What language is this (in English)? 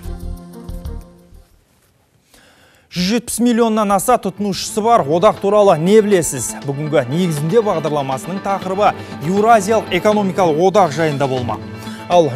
Kazakh